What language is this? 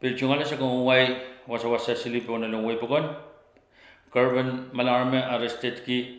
Pohnpeian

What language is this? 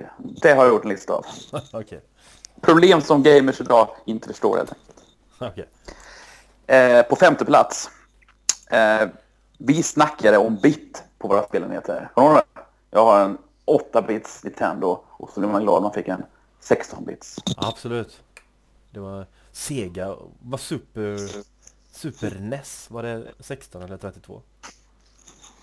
Swedish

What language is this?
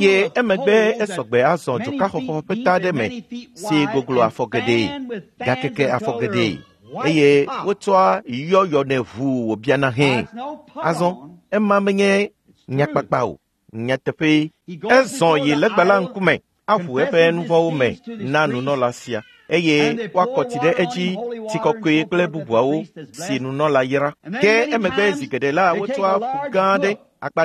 Ewe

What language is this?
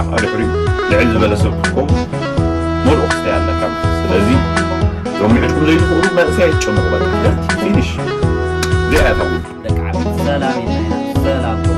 Tigrinya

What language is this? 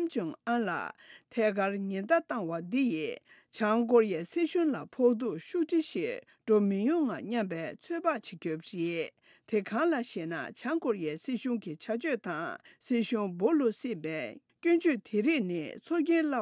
Tibetan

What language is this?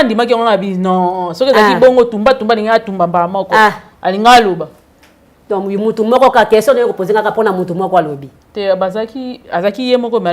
Lingala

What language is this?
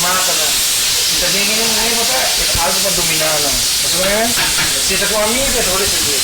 Papiamento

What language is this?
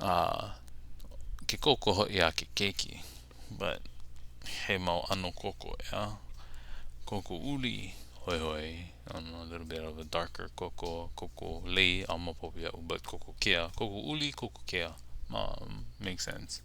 Hawaiian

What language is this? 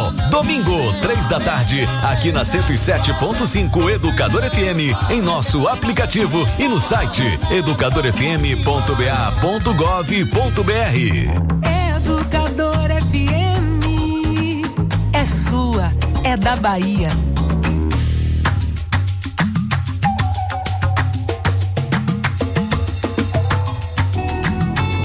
Portuguese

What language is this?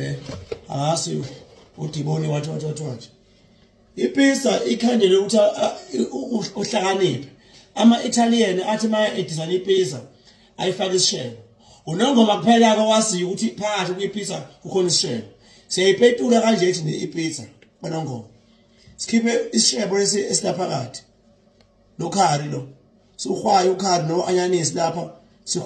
Zulu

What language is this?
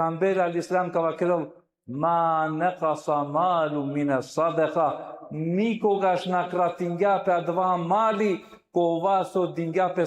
Balkan Romani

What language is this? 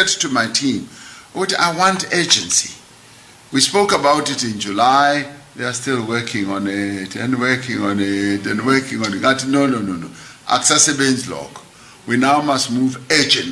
English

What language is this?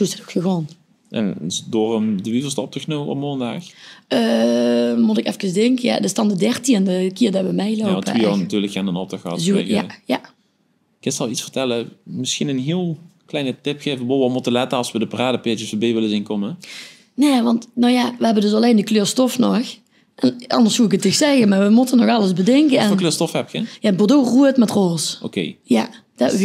Limburgish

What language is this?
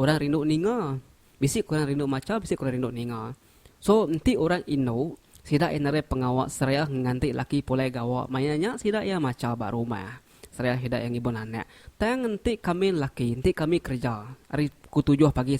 Iban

